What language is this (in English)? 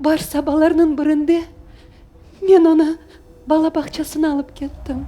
Crimean Tatar